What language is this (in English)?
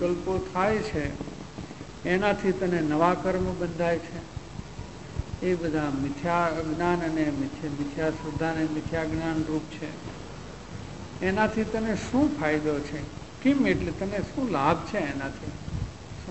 Gujarati